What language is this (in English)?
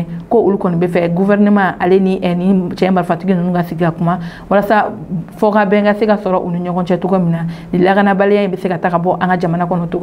Bambara